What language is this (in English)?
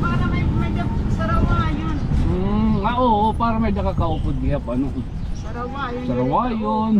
Waray